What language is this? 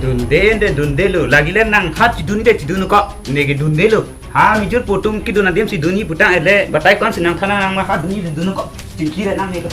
Karbi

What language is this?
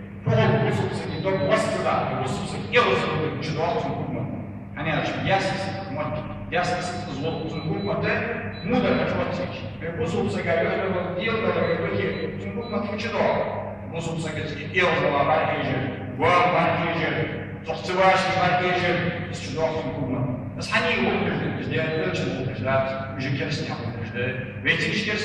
Ingush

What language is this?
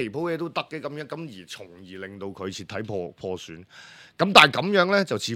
Cantonese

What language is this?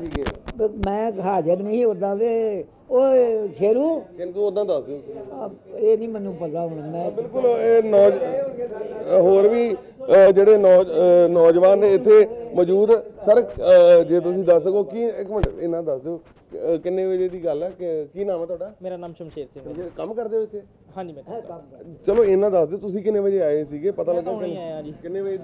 Punjabi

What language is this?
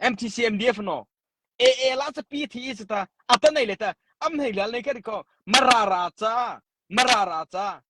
Mara Chin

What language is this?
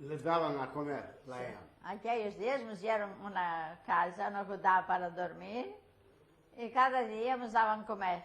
Ladino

